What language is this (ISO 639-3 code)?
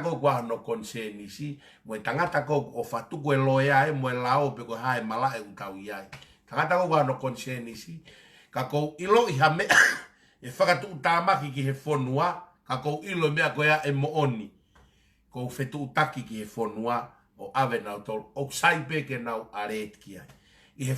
ton